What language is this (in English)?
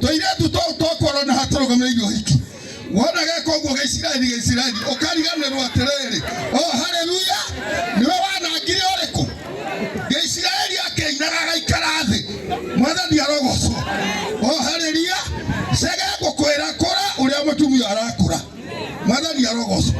Kikuyu